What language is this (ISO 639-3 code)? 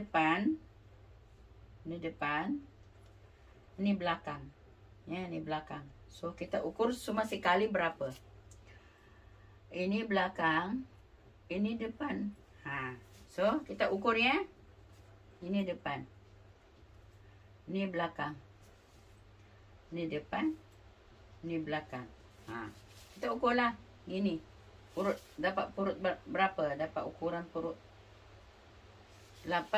msa